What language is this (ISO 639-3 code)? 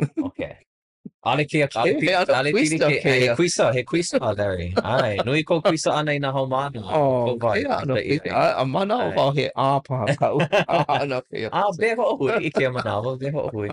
haw